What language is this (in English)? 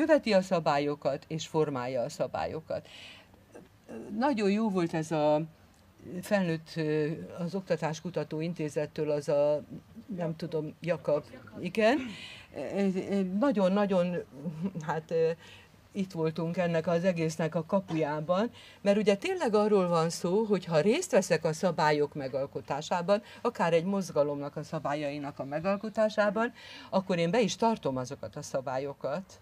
Hungarian